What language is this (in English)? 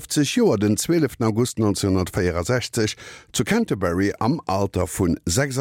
Luxembourgish